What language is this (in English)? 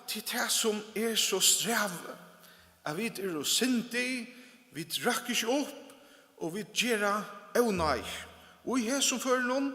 Faroese